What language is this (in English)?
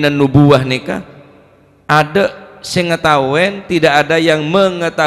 Madurese